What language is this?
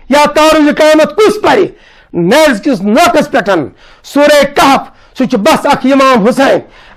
Kashmiri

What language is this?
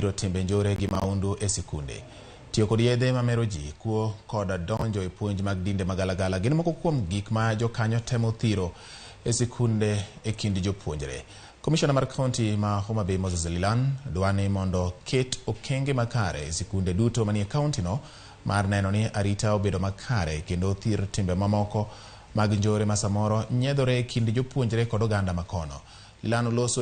Luo (Kenya and Tanzania)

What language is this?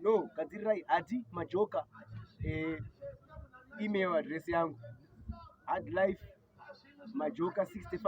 Shona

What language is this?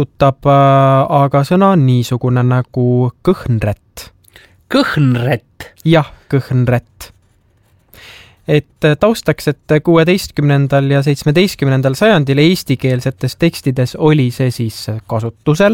Estonian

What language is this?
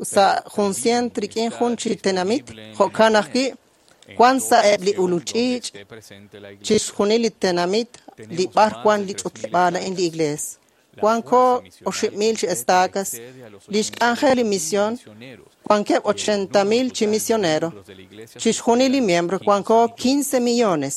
Kekchí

